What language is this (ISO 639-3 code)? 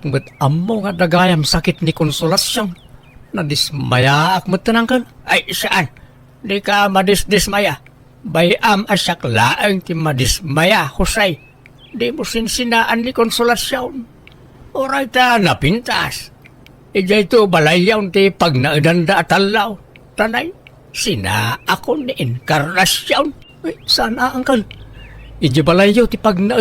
ilo